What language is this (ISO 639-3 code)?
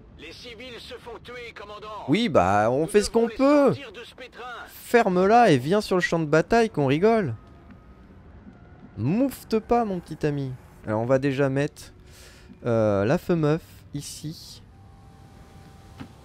fra